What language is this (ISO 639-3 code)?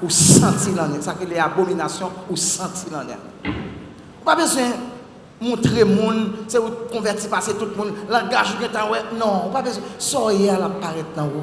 hat